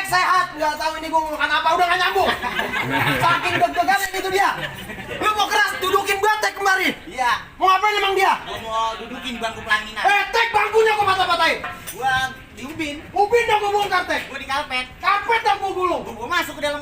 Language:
Betawi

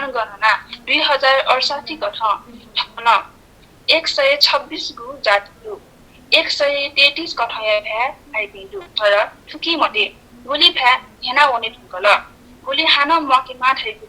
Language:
Newari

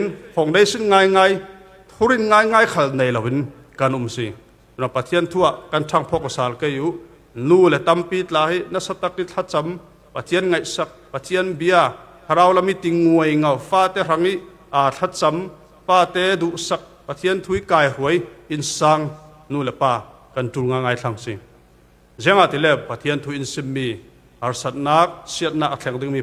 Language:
Falam Chin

